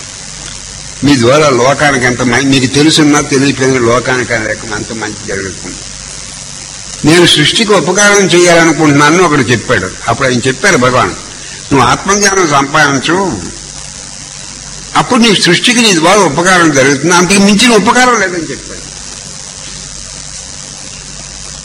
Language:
Telugu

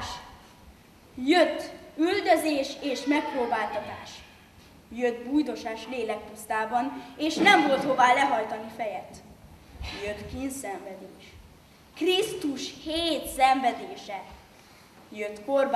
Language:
Hungarian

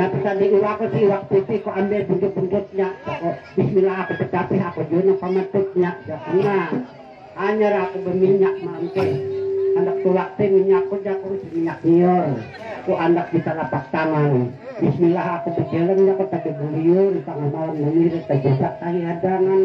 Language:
Banjar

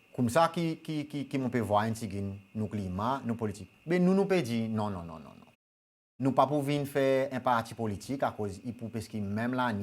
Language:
Seselwa Creole French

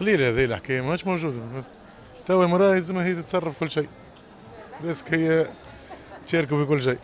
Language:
Tunisian Arabic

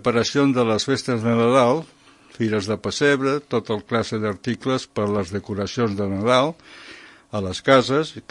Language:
Catalan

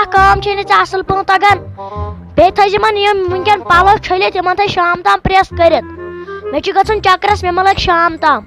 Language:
Kashmiri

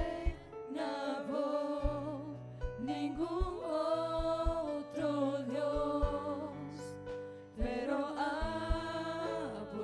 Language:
Papiamento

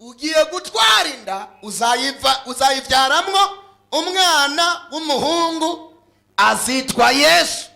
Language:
Rundi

